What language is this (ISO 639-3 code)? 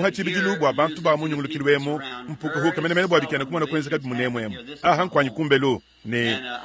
lua